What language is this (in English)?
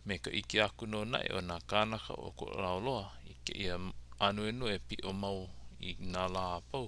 Hawaiian